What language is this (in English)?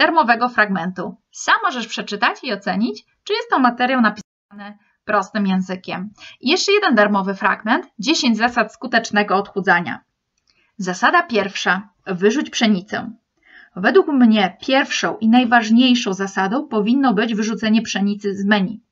Polish